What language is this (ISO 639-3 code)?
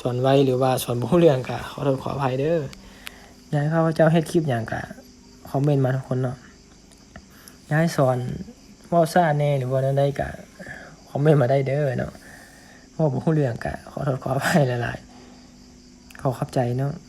lao